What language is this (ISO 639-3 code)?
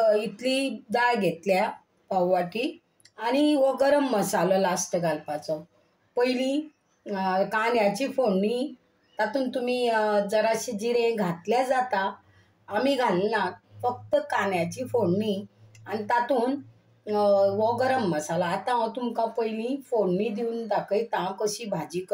kok